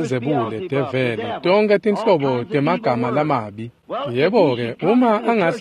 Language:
Swati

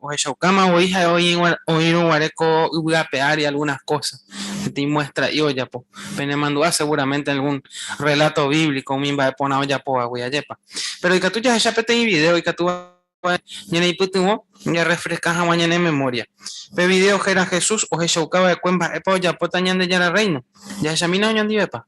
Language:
Guarani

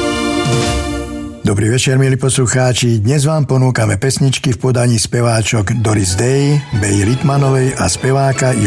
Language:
Slovak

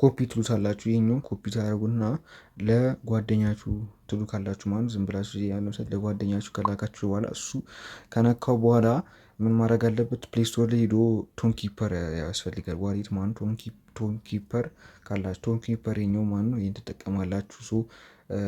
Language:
Amharic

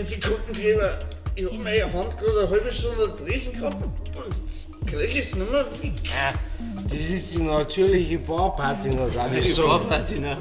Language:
Bavarian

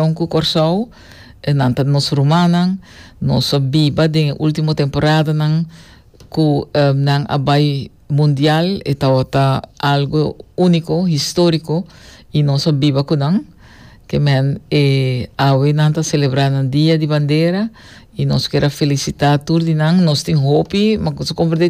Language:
Papiamento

